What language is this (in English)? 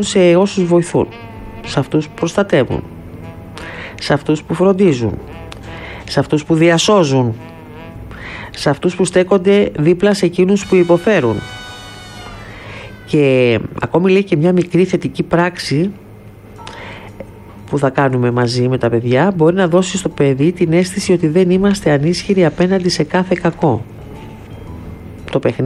Greek